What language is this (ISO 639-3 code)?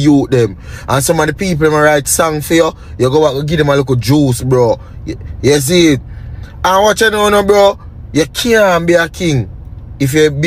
jam